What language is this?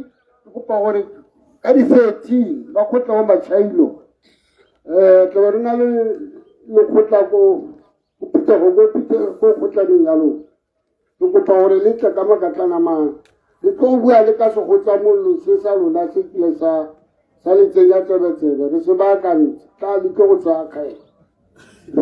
Tswana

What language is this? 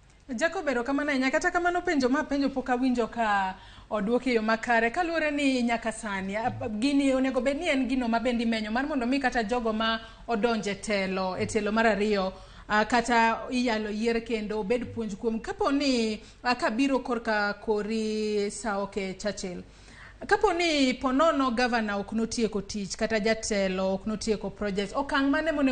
Luo (Kenya and Tanzania)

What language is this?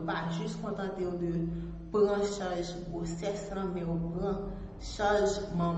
Haitian Creole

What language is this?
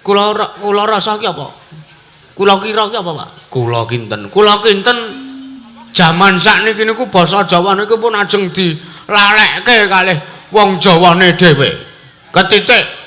Javanese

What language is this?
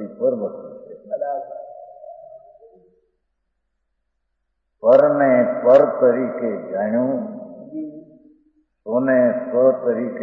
Gujarati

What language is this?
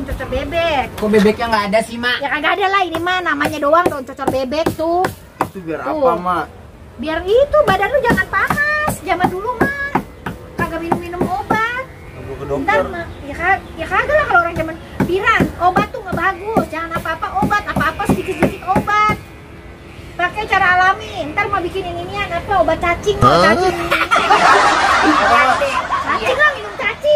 Betawi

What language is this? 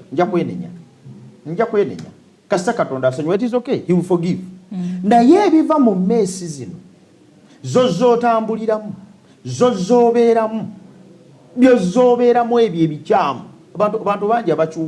Ganda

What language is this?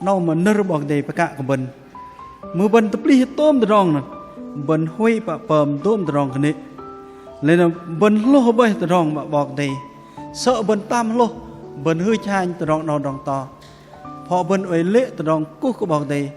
Bahnar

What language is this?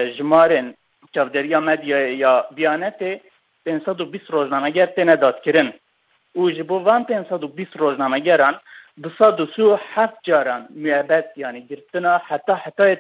Kurdish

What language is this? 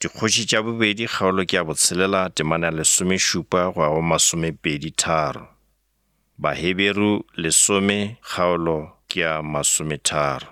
Northern Sotho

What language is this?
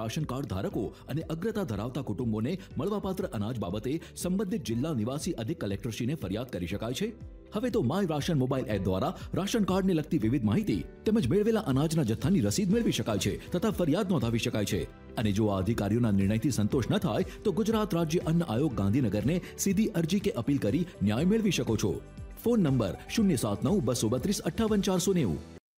Gujarati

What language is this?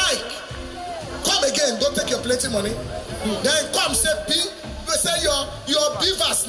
Nigerian Pidgin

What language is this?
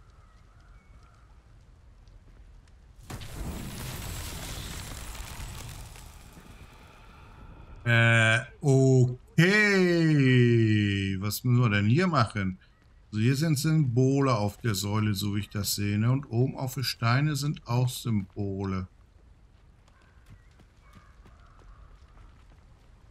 German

